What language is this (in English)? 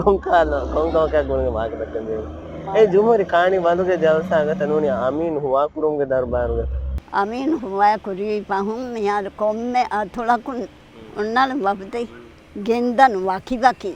Divehi